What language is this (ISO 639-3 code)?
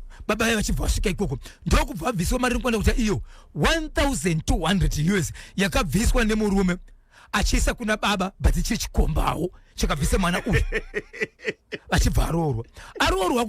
sna